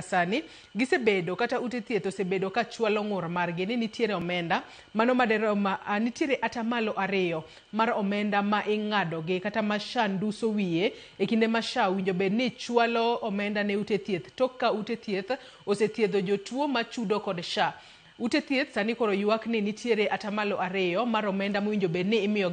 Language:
Luo (Kenya and Tanzania)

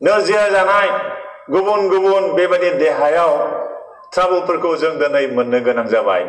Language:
Bodo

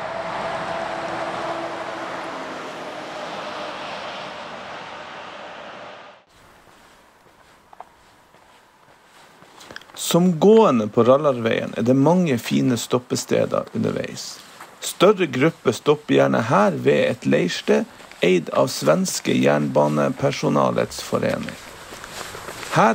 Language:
Norwegian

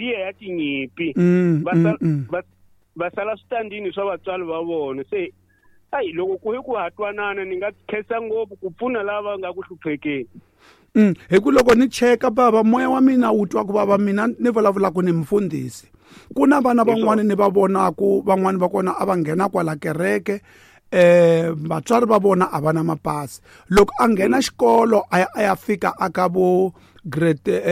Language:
Tsonga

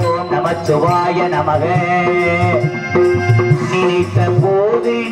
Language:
Tamil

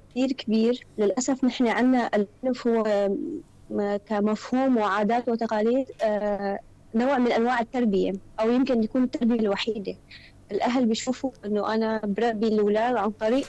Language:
North Levantine Arabic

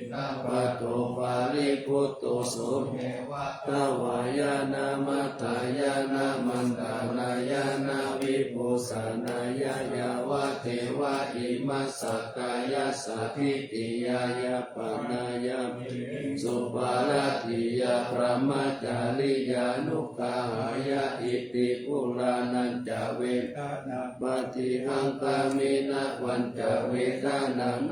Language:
Pali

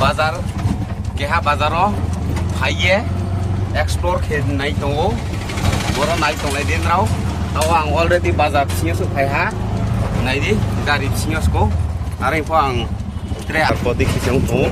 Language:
Riang (India)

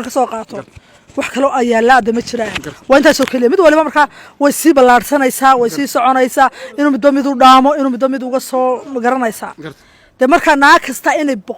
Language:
Somali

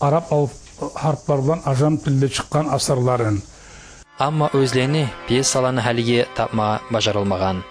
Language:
Kumyk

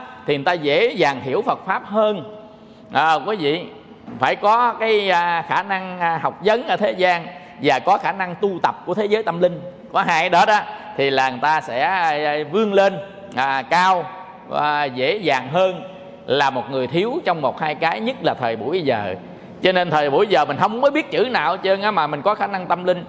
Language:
Vietnamese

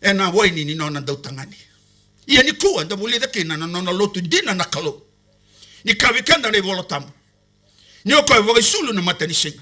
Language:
Fijian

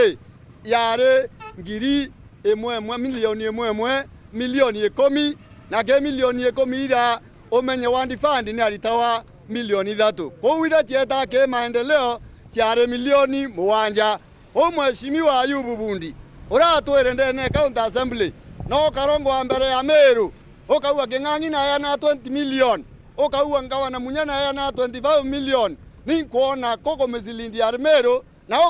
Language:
Meru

